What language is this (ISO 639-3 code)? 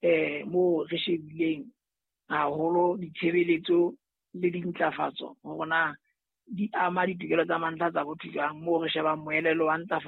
sot